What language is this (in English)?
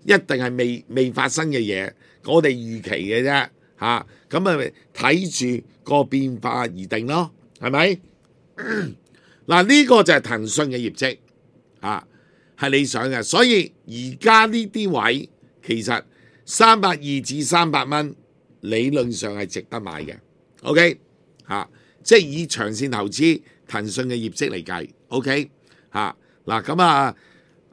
Cantonese